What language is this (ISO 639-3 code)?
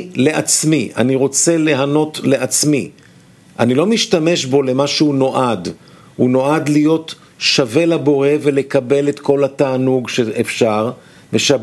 heb